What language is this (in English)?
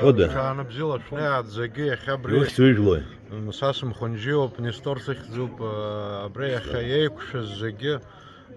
Abkhazian